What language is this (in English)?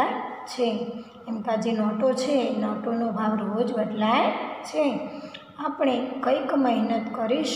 Gujarati